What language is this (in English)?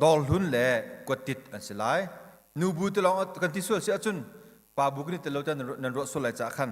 Hakha Chin